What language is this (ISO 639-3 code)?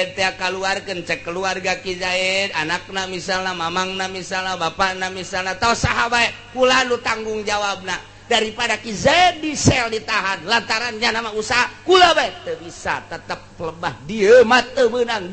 sun